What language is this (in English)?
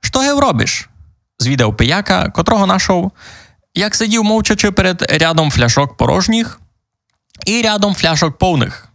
Rusyn